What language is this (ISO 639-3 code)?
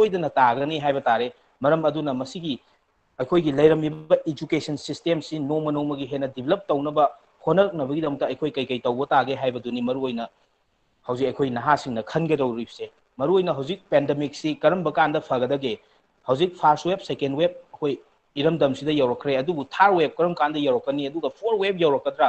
mni